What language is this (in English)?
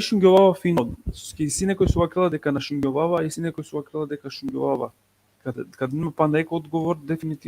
Balkan Romani